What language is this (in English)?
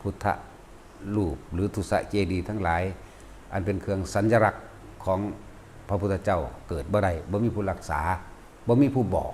Lao